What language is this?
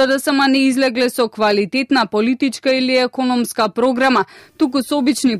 Macedonian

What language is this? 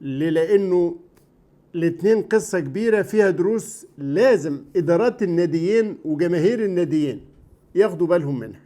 Egyptian Arabic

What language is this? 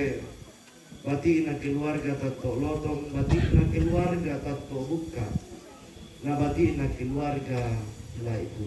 Toraja-Sa'dan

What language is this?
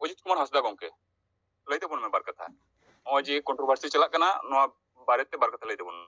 Santali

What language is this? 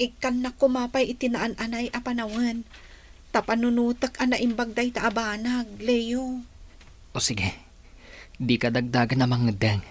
Iloko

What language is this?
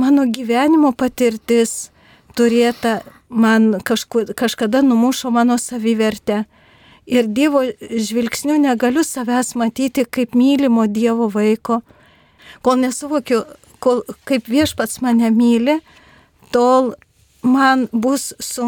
Lithuanian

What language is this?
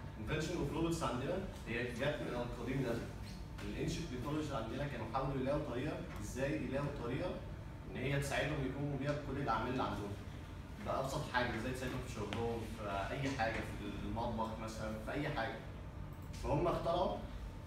Egyptian Arabic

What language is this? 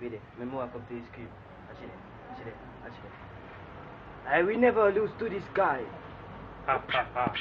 Jamaican Creole English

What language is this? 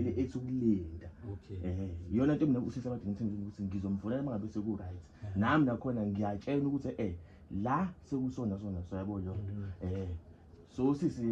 Zulu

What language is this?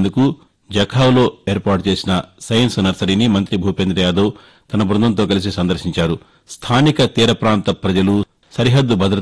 Telugu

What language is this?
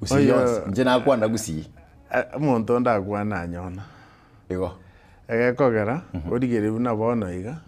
Gusii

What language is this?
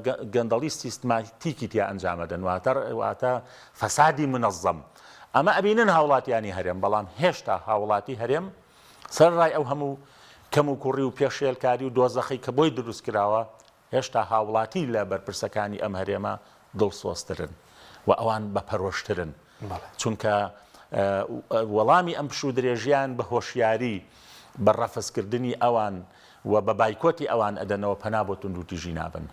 Central Kurdish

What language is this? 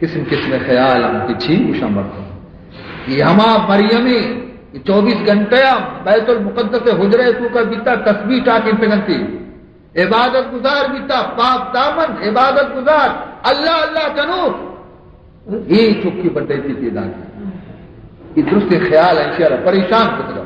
Baluchi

